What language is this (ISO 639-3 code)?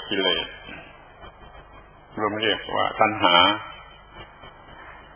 tha